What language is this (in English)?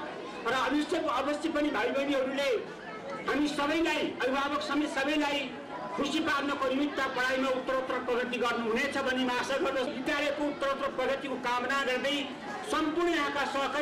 Nepali